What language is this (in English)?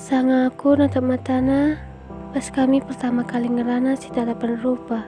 Batak Karo